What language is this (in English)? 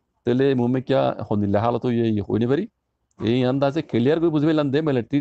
Rohingya